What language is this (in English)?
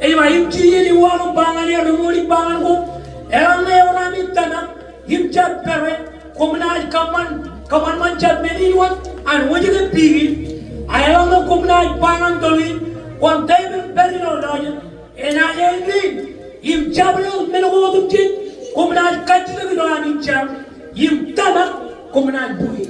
Marshallese